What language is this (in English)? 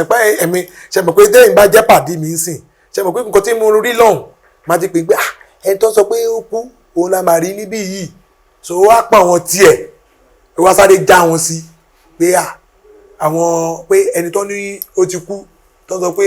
Yoruba